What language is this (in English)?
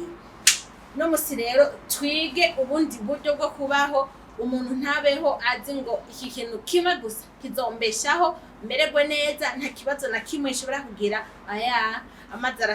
Rundi